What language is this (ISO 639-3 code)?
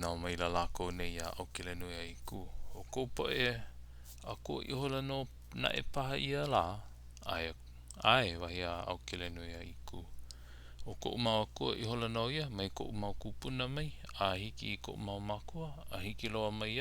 haw